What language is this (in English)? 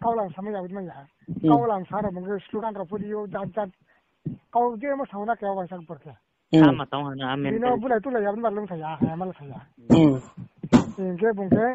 Riang (India)